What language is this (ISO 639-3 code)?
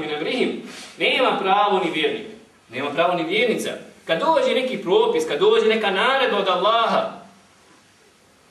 bos